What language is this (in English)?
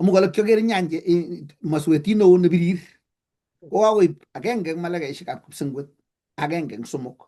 Kalenjin